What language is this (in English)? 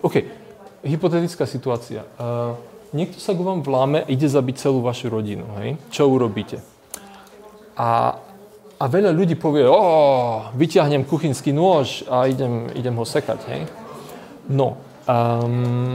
Slovak